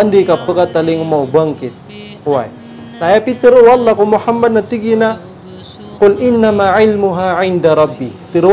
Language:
Maranao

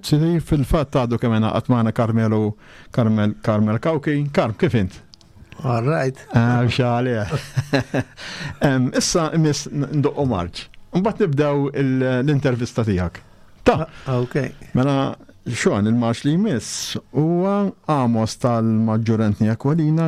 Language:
Maltese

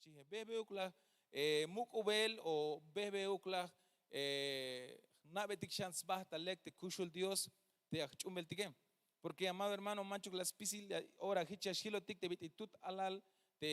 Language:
Tzeltal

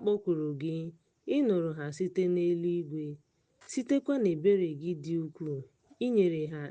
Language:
Igbo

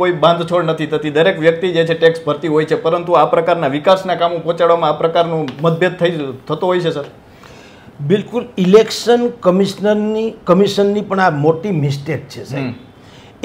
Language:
Gujarati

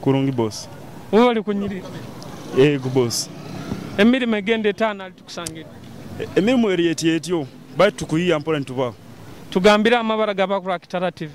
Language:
Nyoro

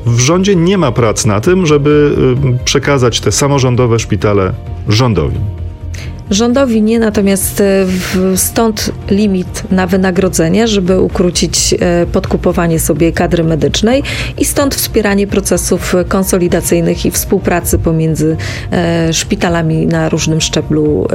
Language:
Polish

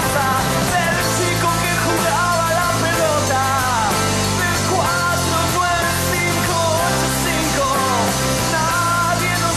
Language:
Spanish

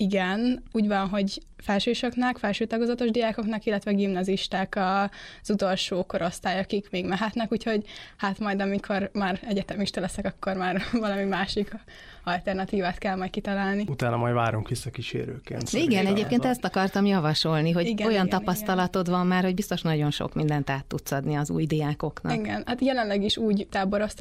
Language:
Hungarian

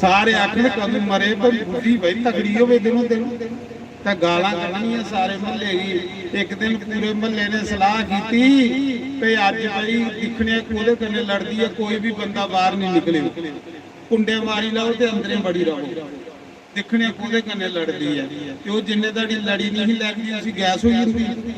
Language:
Dogri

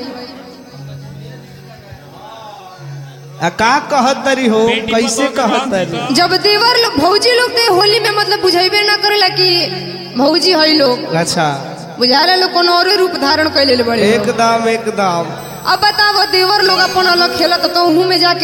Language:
Bhojpuri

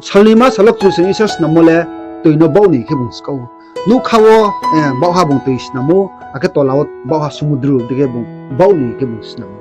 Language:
Riang (India)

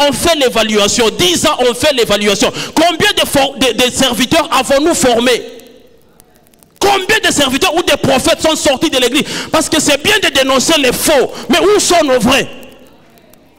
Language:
French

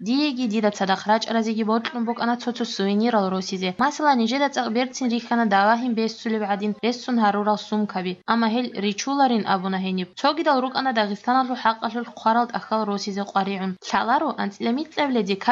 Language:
Avaric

